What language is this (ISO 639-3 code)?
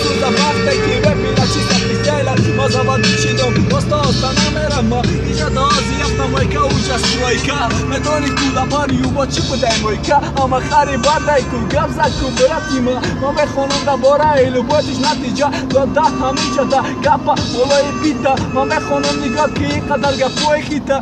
tgk